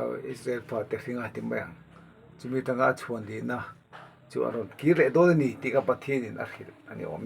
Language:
Mizo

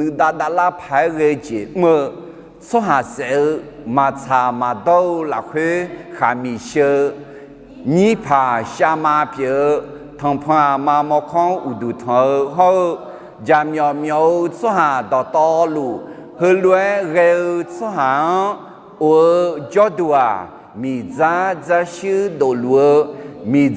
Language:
Akha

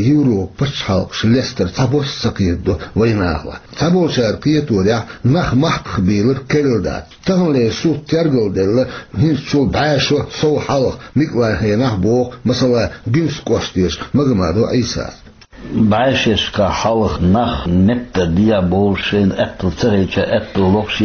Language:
Chechen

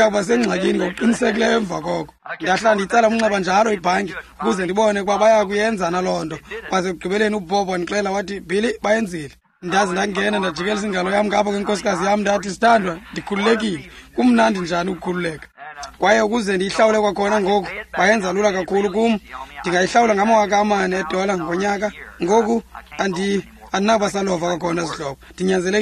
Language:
Xhosa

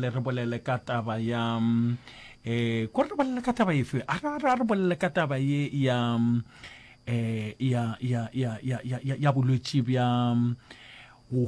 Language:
Northern Sotho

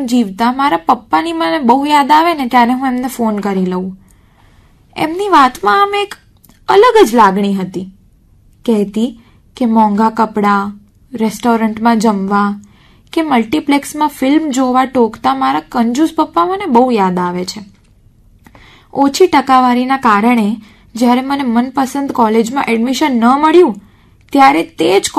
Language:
Gujarati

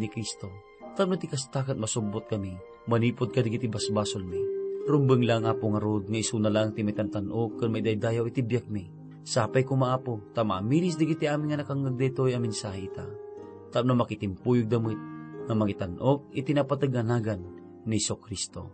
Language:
Iloko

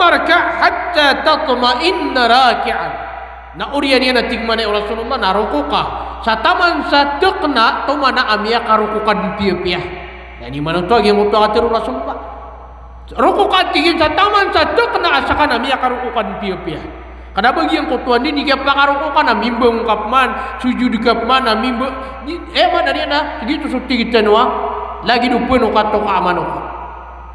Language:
Maranao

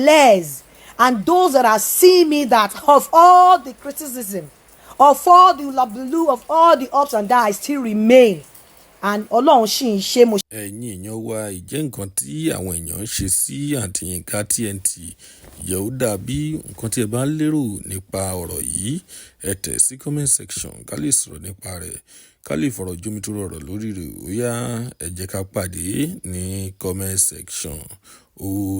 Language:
Yoruba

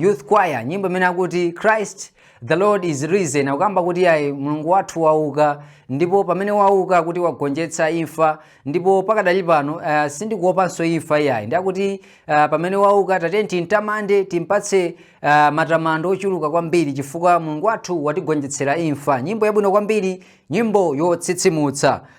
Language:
Nyanja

